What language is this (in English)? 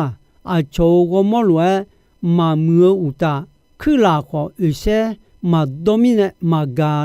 Akha